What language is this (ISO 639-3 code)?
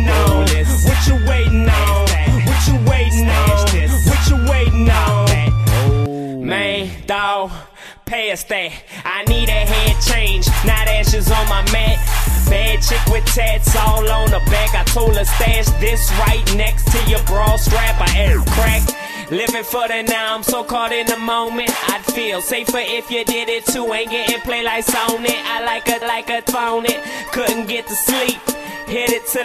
eng